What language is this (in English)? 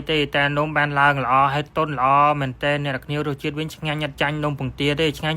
Khmer